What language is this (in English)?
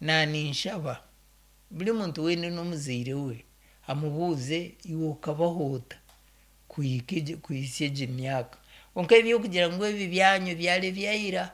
Nyankole